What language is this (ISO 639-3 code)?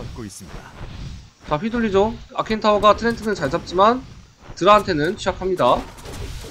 kor